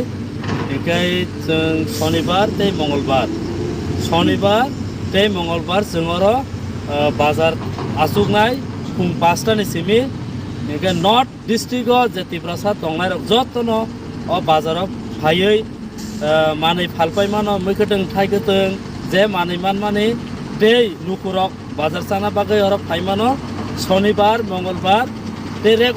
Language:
Kok Borok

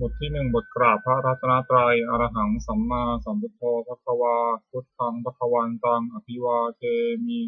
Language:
Pali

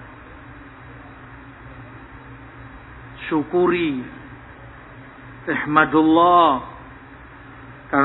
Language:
Indonesian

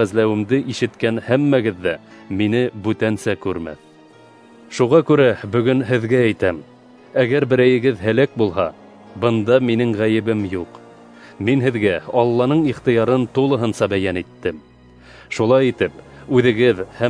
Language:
Bashkir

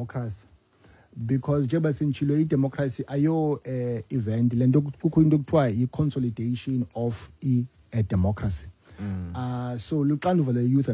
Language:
Xhosa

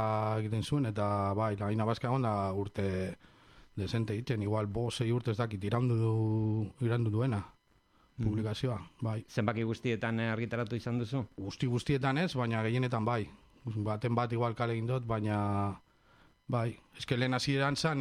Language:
Basque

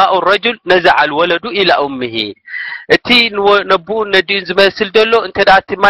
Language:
Tigrinya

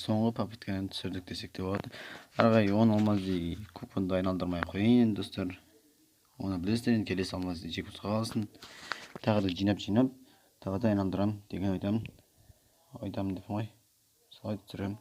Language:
Kazakh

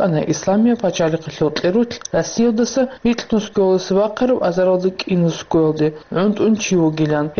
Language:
Avaric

